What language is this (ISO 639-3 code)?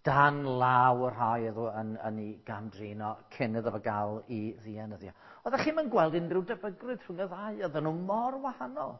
cym